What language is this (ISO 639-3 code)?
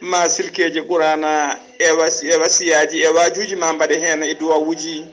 ful